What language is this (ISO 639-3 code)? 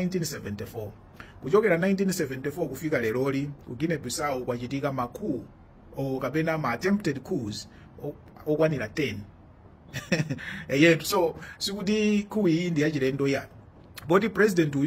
nya